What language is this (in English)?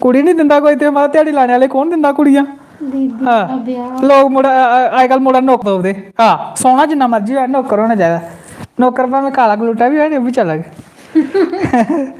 Dogri